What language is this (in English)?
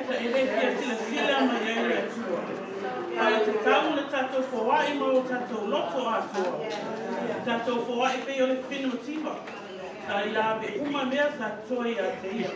Samoan